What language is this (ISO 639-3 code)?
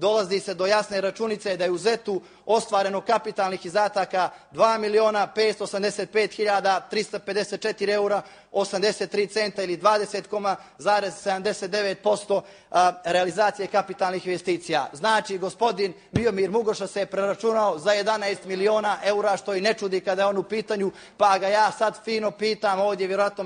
bos